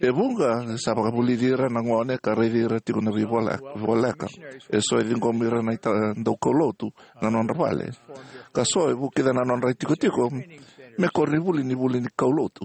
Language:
Fijian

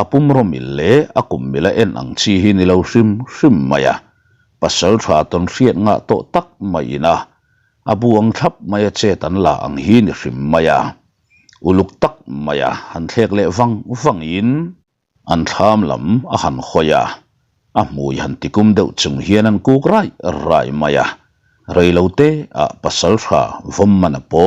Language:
Mizo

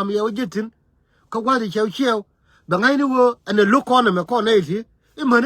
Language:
Nuer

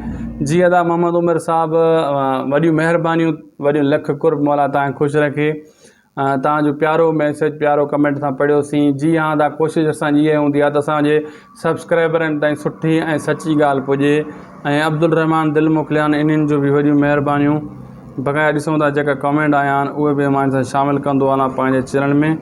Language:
Sindhi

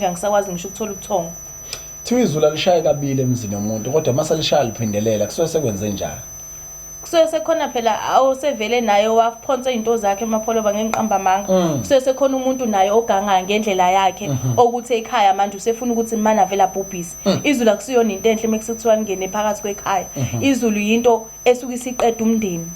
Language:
Zulu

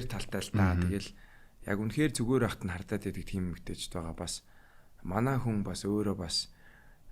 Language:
Mongolian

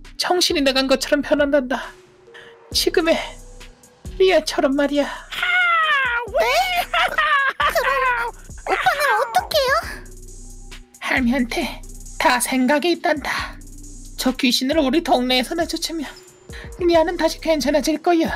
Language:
Korean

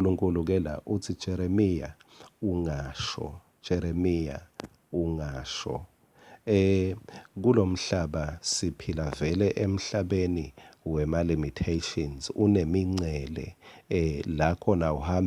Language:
Swati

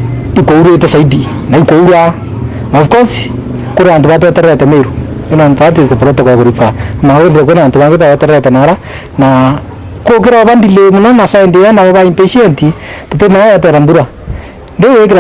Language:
Meru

